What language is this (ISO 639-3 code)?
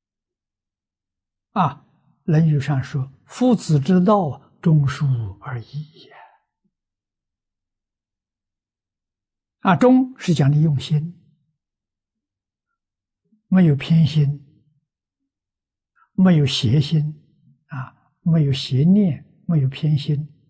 zho